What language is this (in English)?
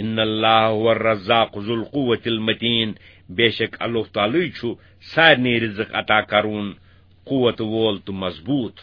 Kashmiri